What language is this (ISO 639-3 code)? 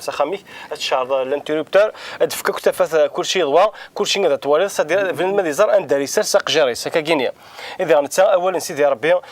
kab